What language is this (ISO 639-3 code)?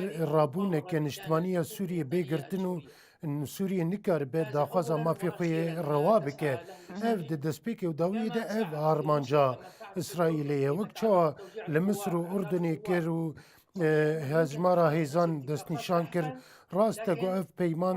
kur